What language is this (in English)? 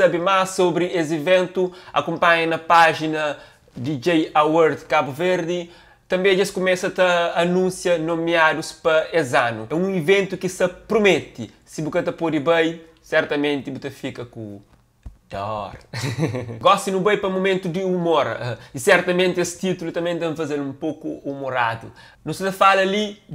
Kabuverdianu